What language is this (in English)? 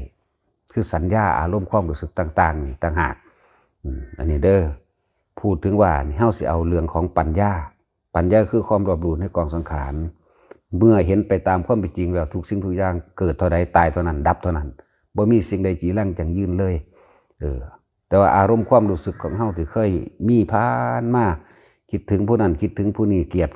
Northeastern Thai